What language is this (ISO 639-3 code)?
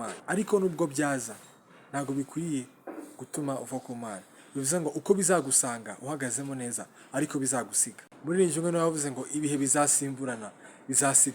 kin